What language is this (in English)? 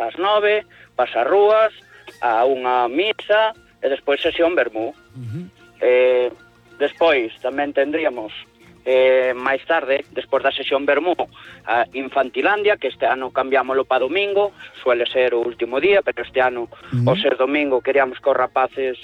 Galician